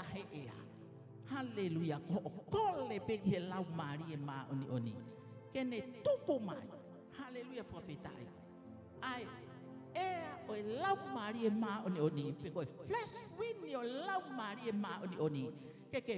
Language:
Tongan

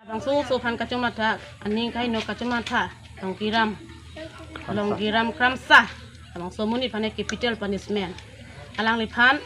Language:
Karbi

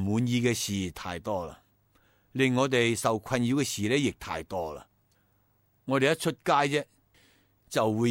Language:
Cantonese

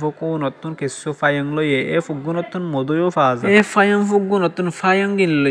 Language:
Rohingya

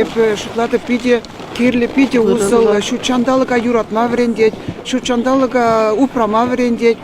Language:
Chuvash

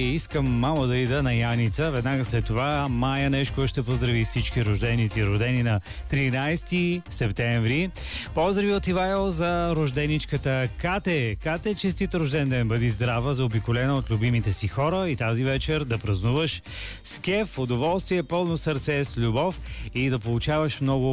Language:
Bulgarian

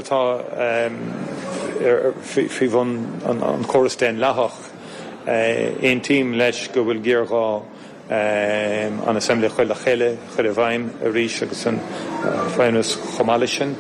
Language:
Irish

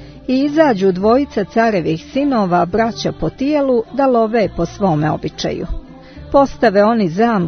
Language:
Croatian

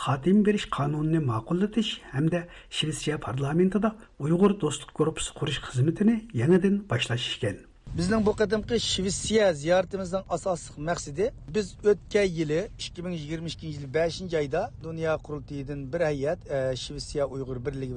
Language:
Uyghur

